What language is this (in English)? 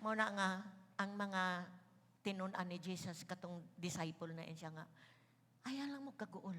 Cebuano